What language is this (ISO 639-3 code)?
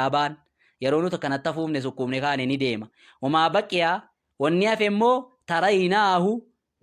orm